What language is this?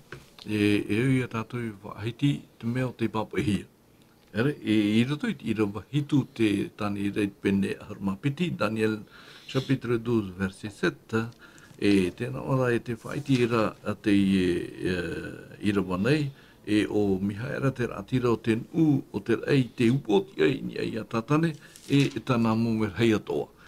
Tahitian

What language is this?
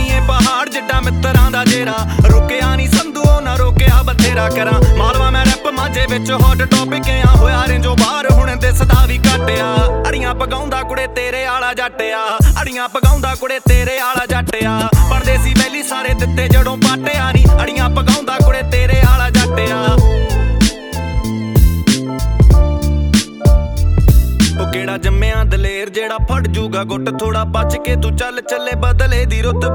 Punjabi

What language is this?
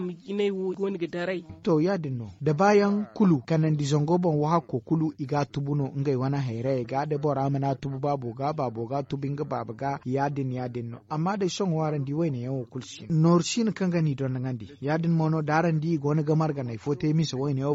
Zarma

